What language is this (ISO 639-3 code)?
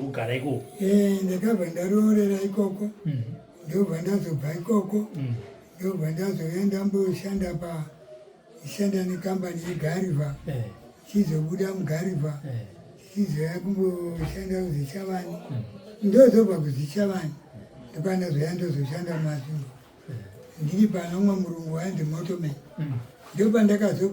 sna